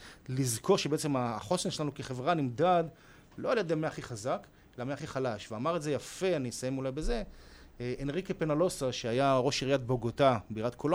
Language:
Hebrew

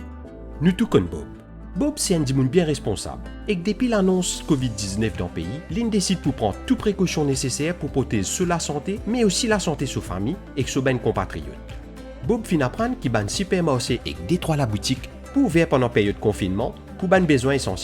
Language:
Morisyen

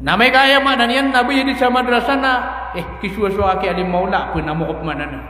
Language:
Maranao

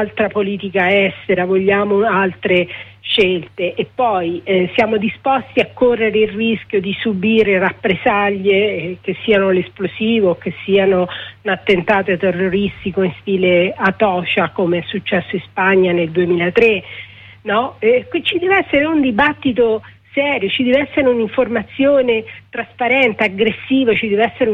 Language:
Italian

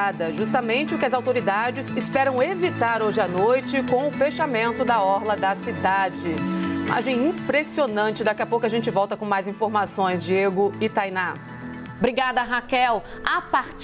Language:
Portuguese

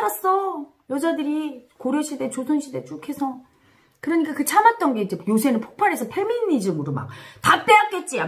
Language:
Korean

